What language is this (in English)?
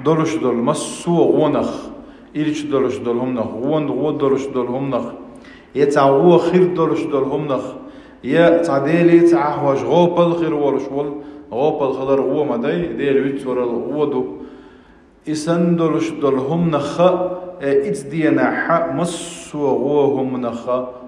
Chechen